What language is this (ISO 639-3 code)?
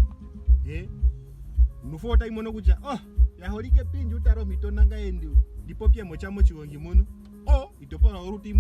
ndo